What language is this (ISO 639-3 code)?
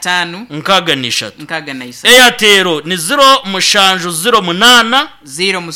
nyn